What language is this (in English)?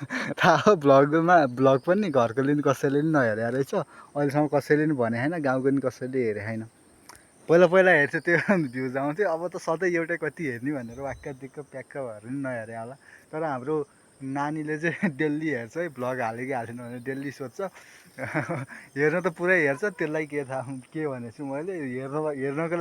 Nepali